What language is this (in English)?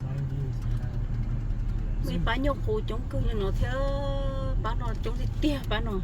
Hmong